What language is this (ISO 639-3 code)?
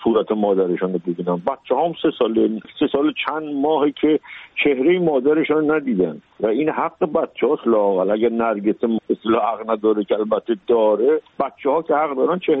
fas